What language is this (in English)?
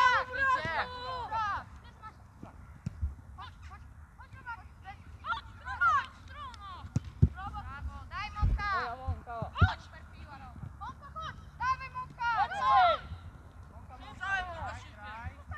Polish